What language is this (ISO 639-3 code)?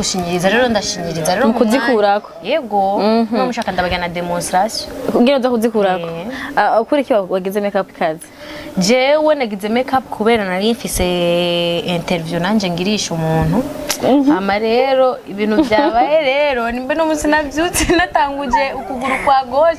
run